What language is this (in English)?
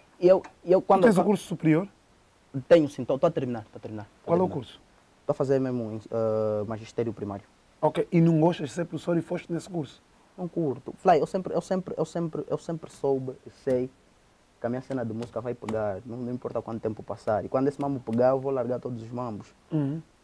Portuguese